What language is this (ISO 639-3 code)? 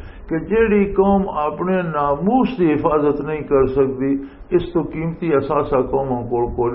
lah